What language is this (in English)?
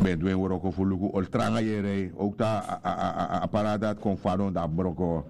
Sranan Tongo